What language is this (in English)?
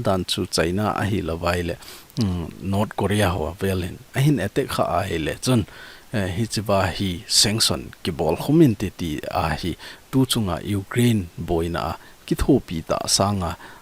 Thado Chin